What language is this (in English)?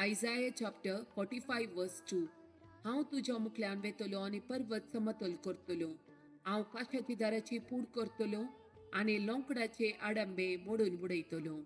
Konkani